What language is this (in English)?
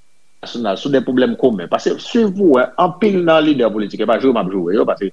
Haitian Creole